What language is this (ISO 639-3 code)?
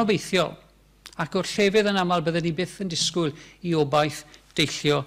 cym